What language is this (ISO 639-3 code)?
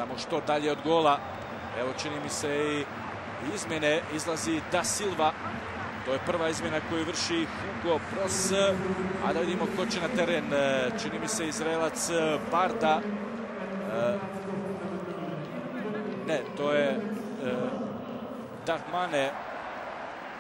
bos